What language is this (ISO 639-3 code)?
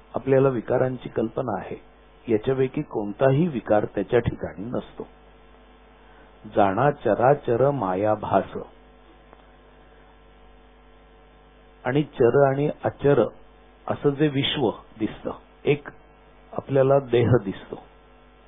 mar